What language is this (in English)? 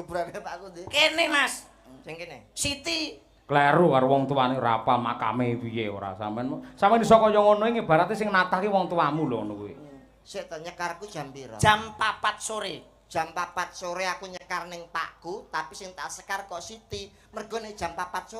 Javanese